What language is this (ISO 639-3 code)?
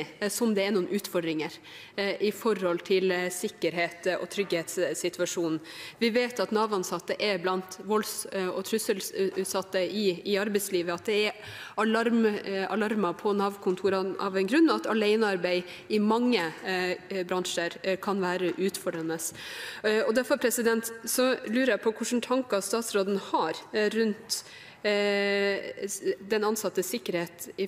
nor